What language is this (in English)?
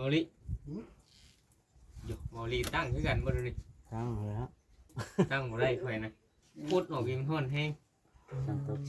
Northeastern Thai